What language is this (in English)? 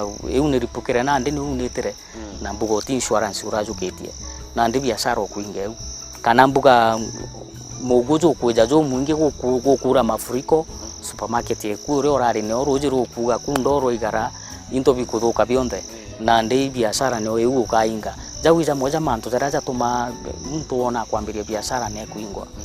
Meru